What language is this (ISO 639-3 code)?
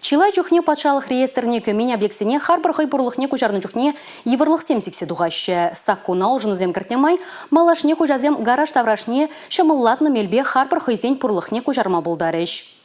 chv